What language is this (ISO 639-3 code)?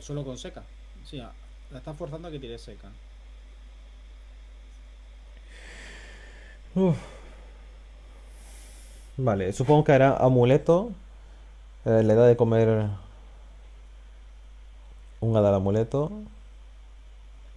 spa